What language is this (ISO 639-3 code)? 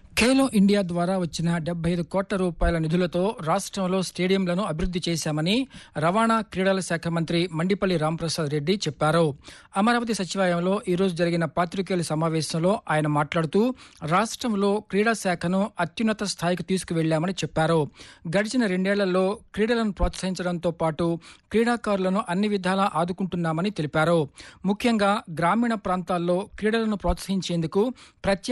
tel